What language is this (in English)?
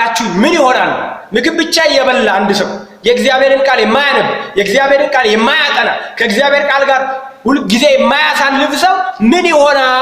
Amharic